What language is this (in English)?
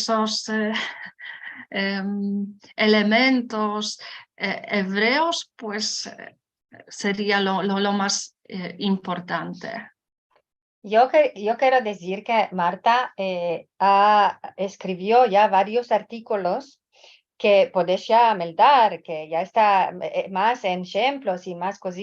Ladino